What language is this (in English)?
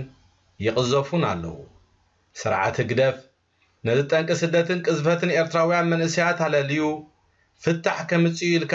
Tigrinya